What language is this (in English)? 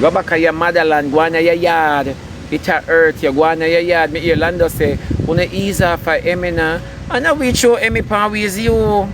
Jamaican Creole English